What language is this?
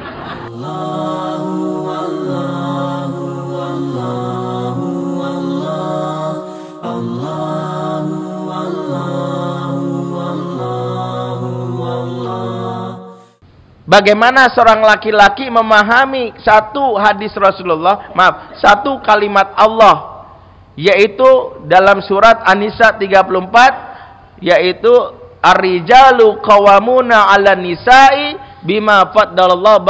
Indonesian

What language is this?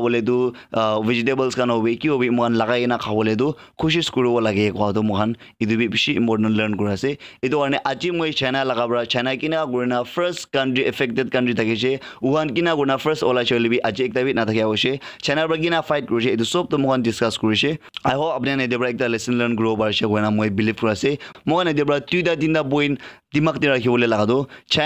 Naga Pidgin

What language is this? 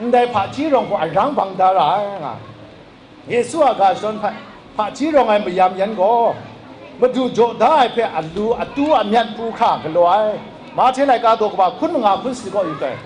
Kachin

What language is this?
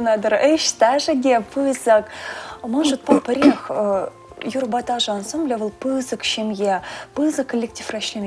Chuvash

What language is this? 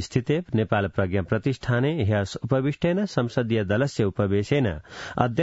Sanskrit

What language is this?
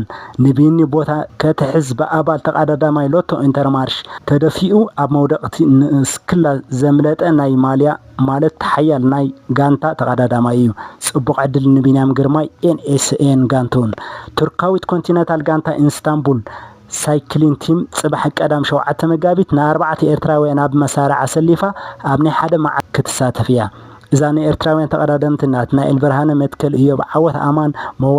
Tigrinya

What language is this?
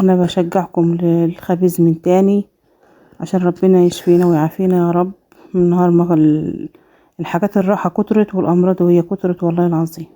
Egyptian Arabic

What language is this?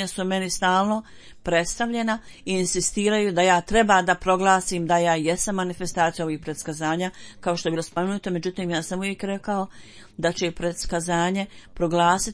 Bosnian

